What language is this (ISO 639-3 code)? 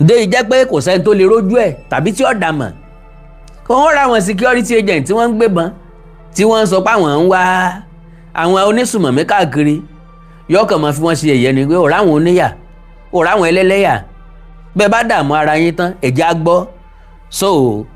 yor